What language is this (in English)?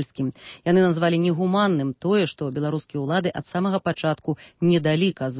Belarusian